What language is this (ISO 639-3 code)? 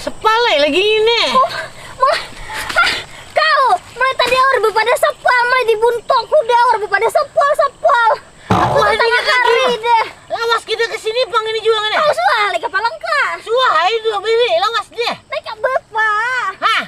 bjn